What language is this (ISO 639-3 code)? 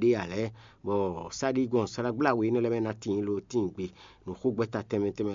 fon